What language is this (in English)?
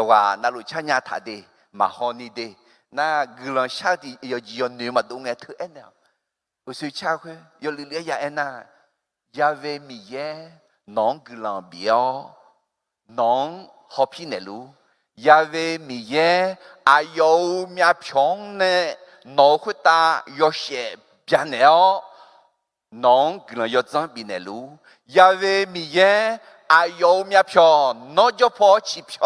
Akha